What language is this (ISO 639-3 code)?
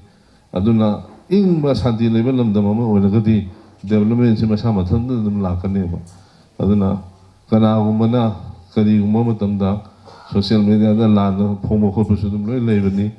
mni